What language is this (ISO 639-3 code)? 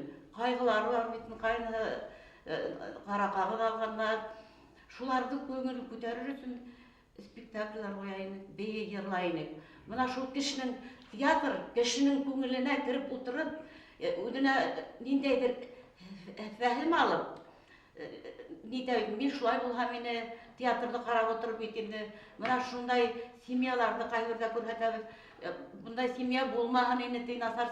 bak